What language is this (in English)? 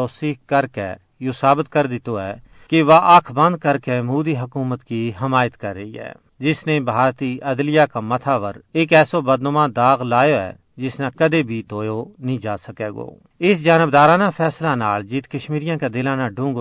Gujari